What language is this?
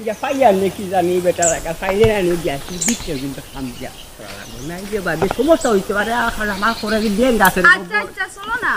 Sylheti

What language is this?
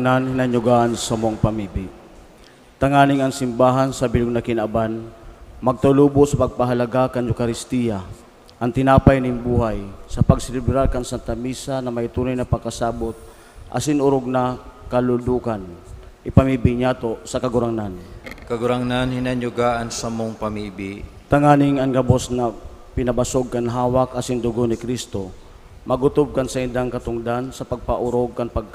Bikol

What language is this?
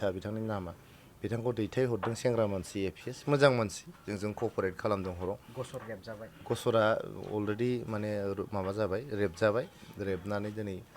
Bodo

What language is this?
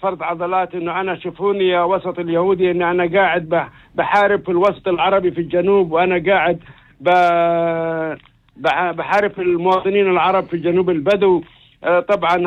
North Levantine Arabic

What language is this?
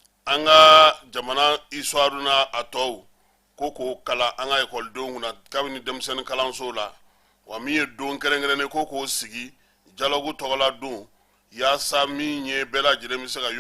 Bambara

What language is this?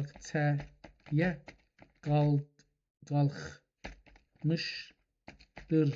South Azerbaijani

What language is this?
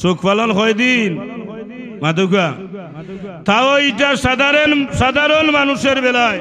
Sylheti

